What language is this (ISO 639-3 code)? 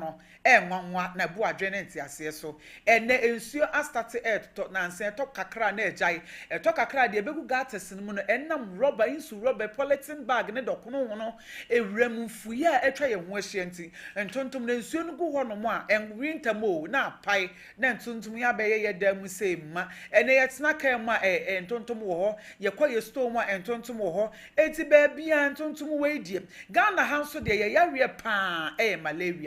aka